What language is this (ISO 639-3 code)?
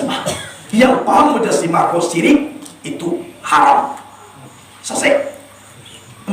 min